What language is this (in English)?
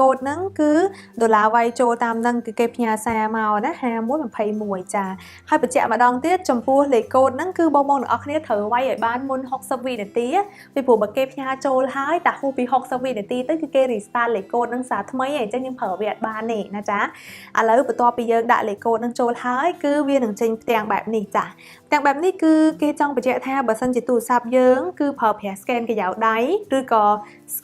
Khmer